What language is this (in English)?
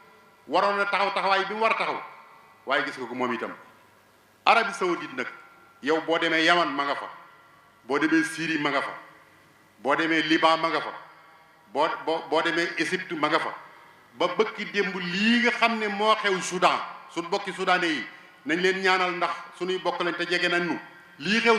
Wolof